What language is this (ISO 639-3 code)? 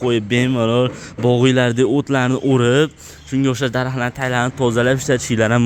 uzb